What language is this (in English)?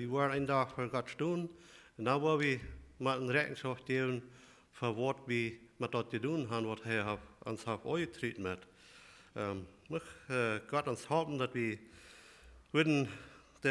Plautdietsch